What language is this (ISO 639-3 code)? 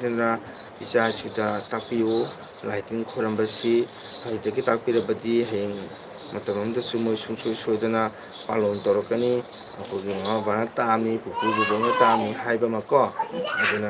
mni